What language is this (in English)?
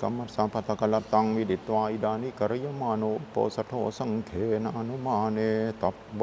Pali